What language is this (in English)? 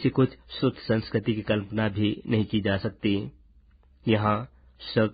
Hindi